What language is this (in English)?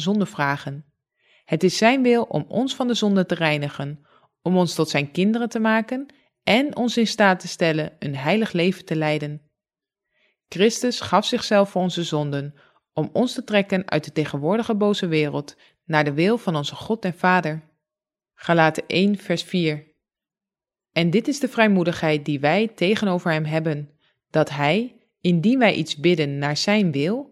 Dutch